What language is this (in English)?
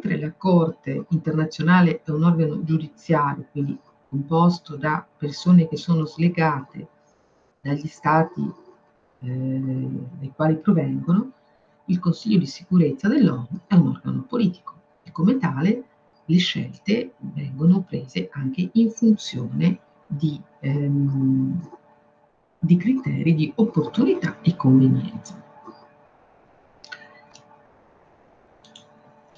Italian